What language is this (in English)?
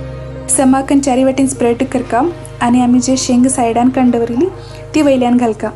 Konkani